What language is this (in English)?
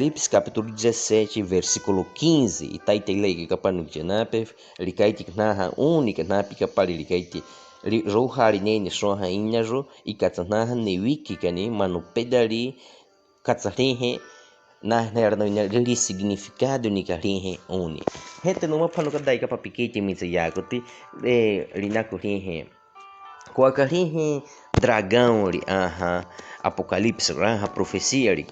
Baniwa